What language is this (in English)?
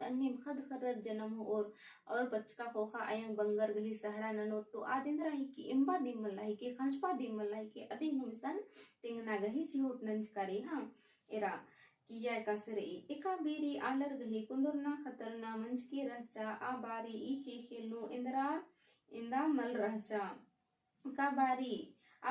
Kurukh